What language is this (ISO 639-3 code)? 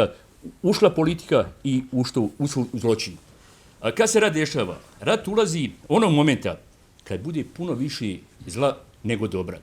bos